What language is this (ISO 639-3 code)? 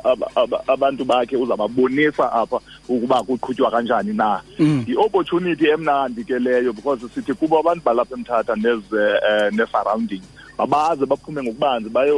xho